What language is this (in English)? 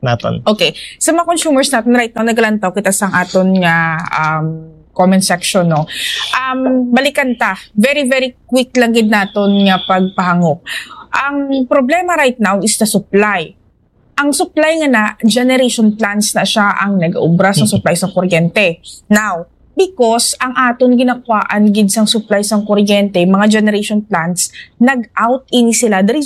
Hiligaynon